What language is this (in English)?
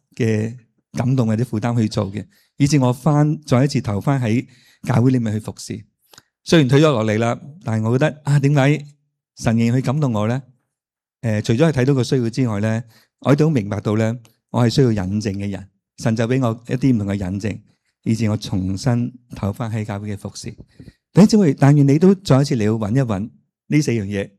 Cantonese